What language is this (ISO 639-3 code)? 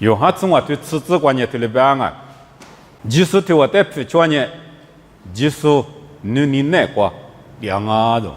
lis